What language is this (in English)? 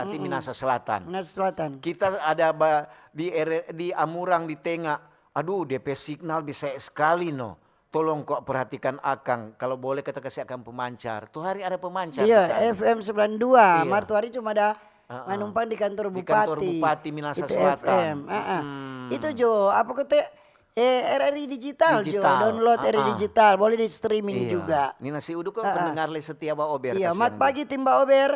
Manado Malay